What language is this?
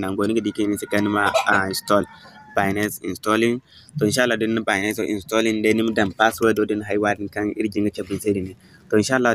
Zarma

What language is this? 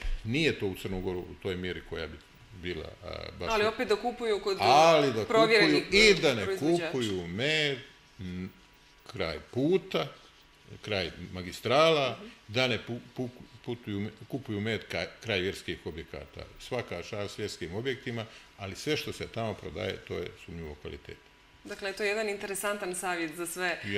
Serbian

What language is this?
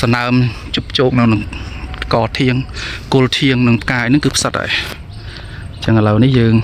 Khmer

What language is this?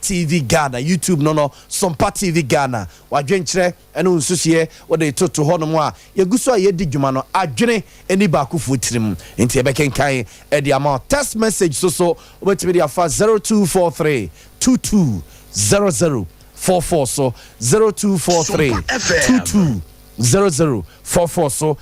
Akan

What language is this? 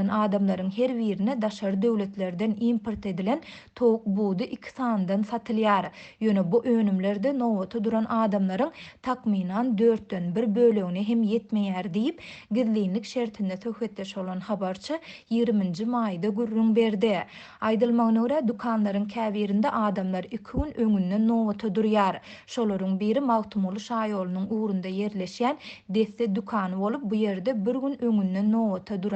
Turkmen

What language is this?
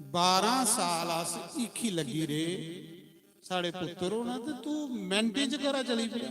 Dogri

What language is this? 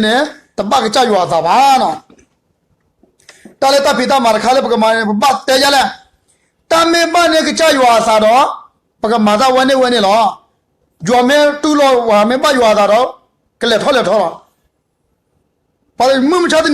S'gaw Karen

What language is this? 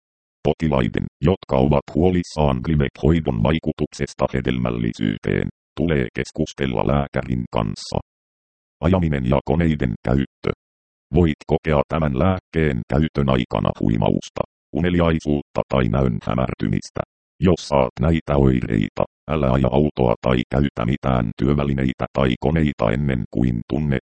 Finnish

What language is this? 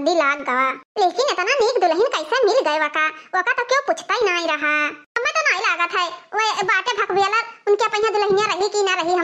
Awadhi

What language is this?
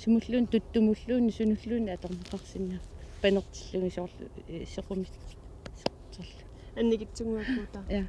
Kalaallisut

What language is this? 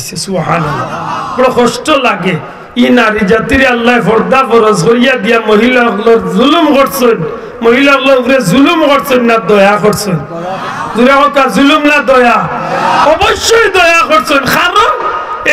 Sylheti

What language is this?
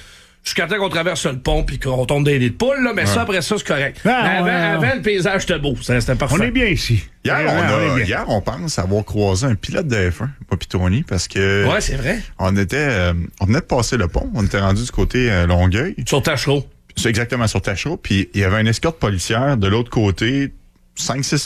French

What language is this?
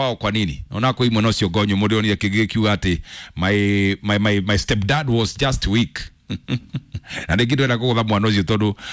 Kikuyu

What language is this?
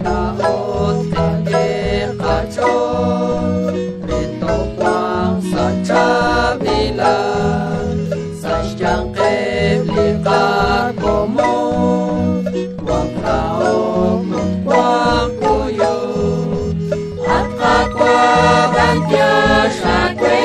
Kekchí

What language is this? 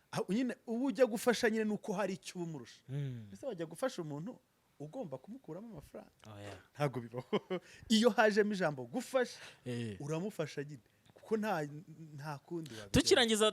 Kinyarwanda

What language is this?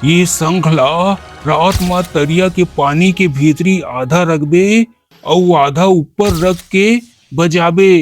Chhattisgarhi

